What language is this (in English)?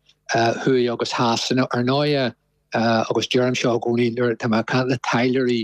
Irish